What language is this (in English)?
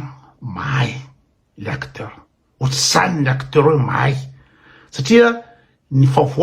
Malagasy